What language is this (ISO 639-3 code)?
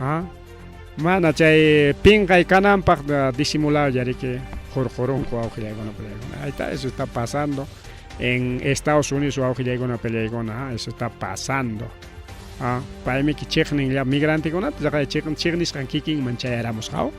quy